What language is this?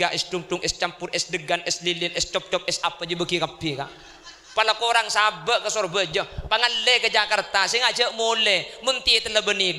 Madurese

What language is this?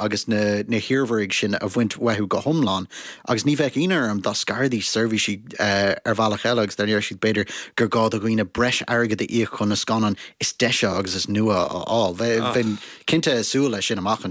Irish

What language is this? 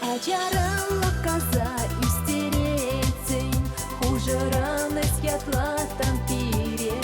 Chuvash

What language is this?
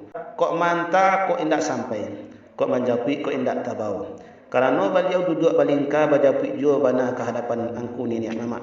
Minangkabau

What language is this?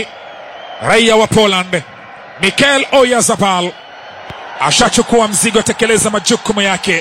Swahili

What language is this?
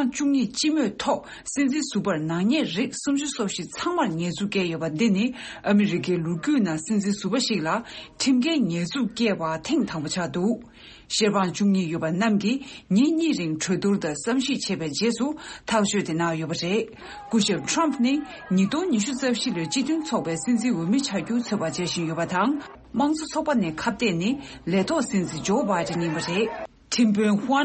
Tibetan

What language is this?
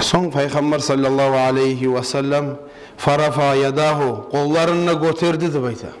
Kumyk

